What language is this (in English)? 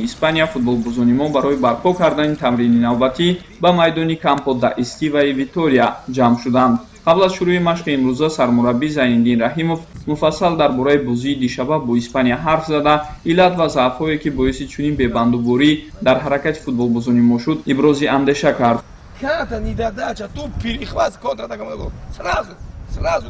Tajik